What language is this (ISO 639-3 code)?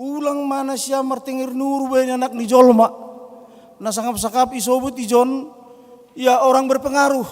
bts